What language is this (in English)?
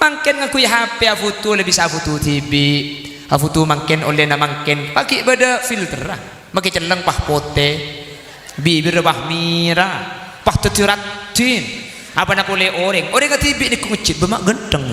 Madurese